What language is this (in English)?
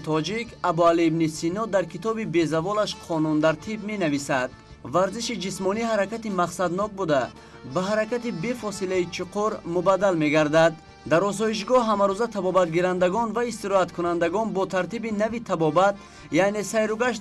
Tajik